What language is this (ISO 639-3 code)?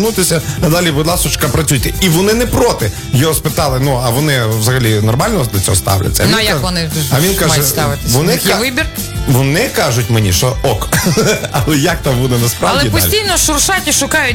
ukr